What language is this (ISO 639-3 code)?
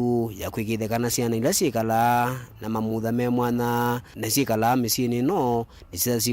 kam